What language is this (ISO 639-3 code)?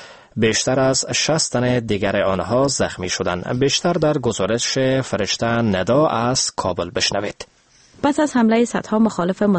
fas